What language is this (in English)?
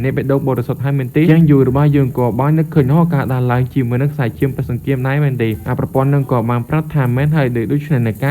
Khmer